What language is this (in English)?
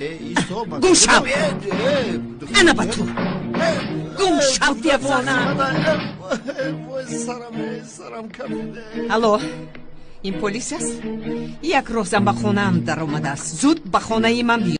Tajik